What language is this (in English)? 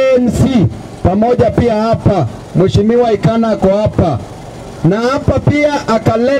Swahili